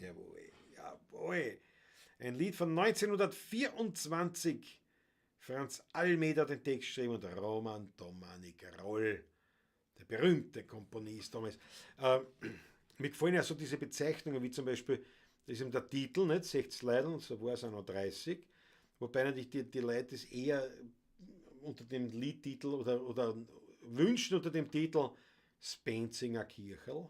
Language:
Bavarian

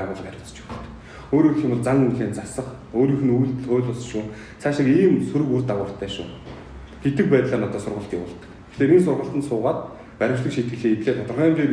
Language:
Mongolian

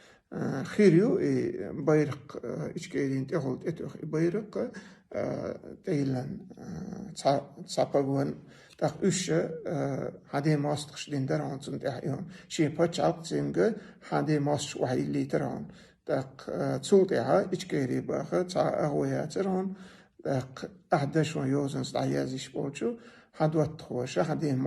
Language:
Chechen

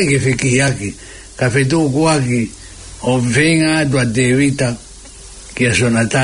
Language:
Tongan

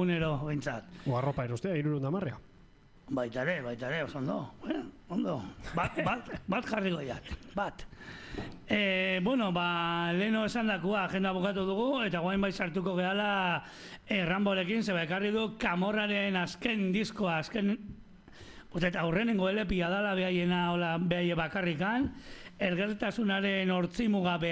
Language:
Basque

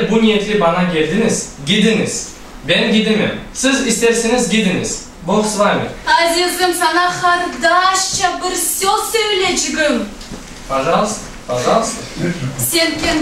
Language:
Crimean Tatar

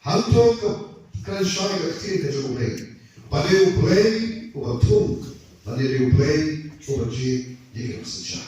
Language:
Khasi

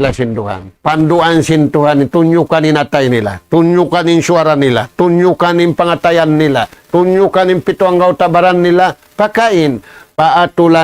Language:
Tausug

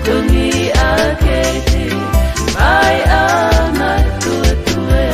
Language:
Tongan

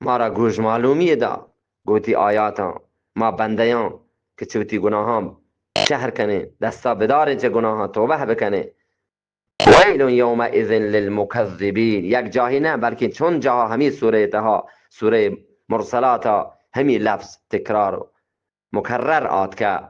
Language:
Eastern Balochi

